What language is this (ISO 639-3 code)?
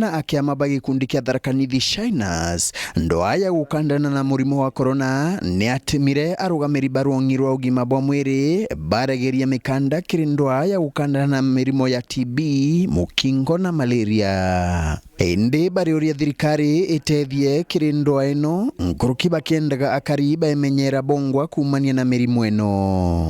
mer